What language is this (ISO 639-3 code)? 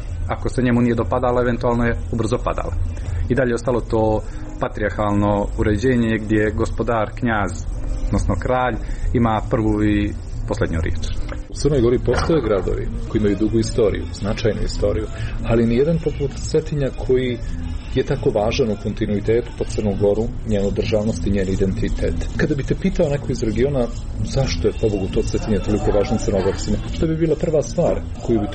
srp